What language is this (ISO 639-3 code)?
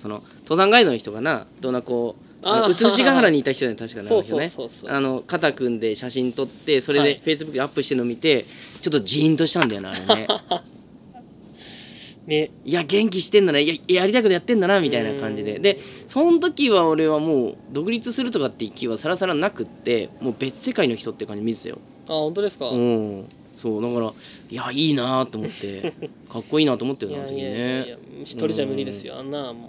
jpn